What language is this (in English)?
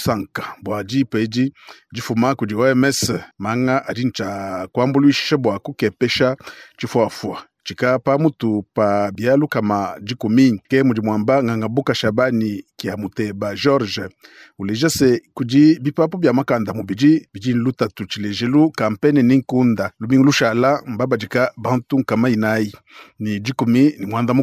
Luba-Lulua